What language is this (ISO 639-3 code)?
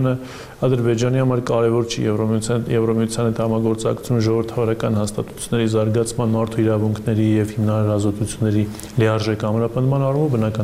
hye